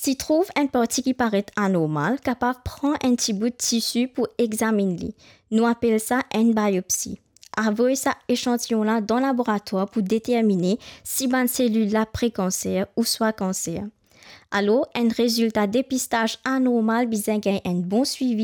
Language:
Morisyen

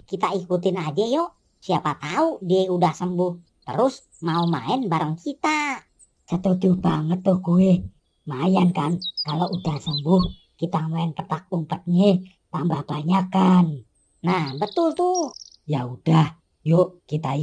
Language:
Betawi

